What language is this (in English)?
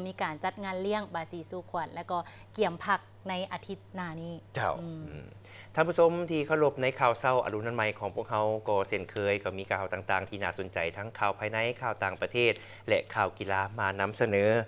Lao